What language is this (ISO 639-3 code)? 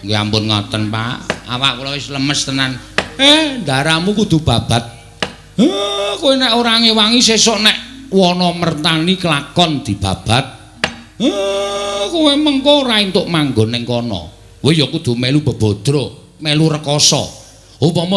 jav